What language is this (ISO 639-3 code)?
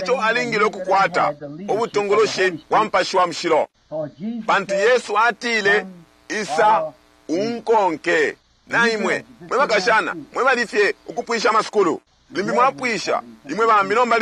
bem